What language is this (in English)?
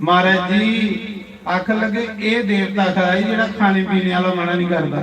Dogri